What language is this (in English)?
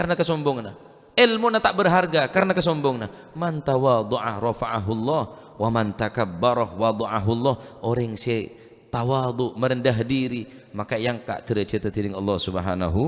Madurese